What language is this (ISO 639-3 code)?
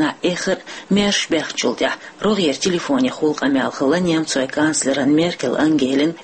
che